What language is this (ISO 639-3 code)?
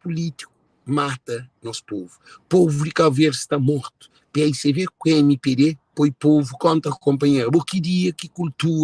kea